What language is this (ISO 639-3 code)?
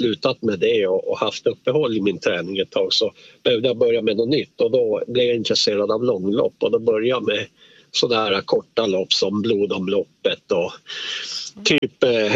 swe